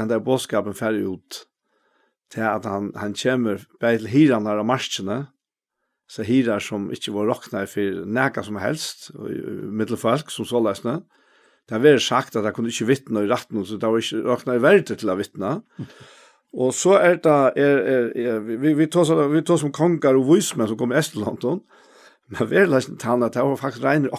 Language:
Faroese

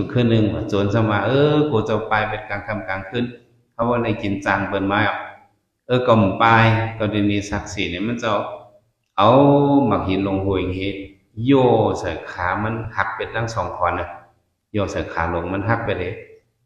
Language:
Shan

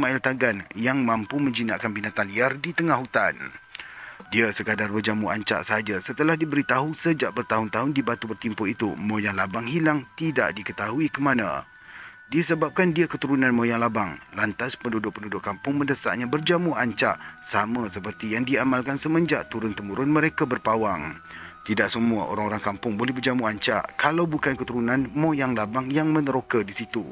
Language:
Malay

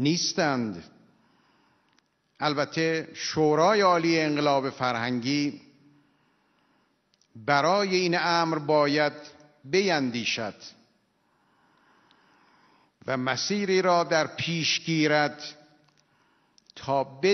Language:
Persian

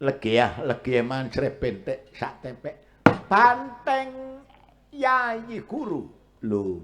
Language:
Javanese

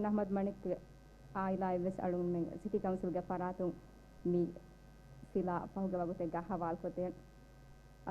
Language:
Divehi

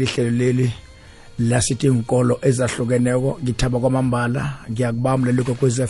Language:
South Ndebele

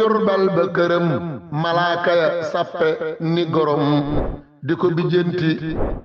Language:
Wolof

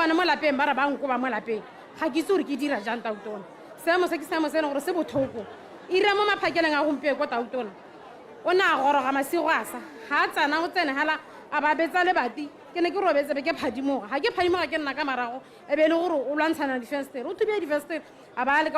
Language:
Tswana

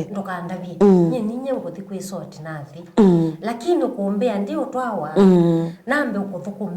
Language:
Kamba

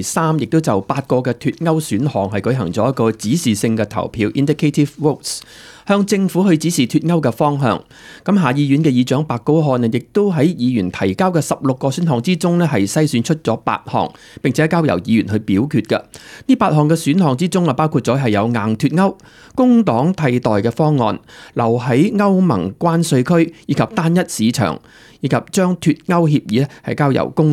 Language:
Cantonese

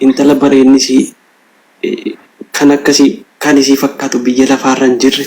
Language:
Oromo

